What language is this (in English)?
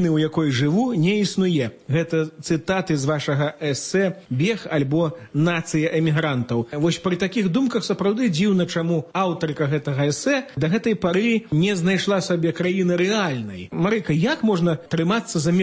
Belarusian